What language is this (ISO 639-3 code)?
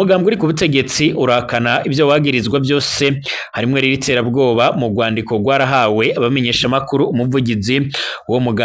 run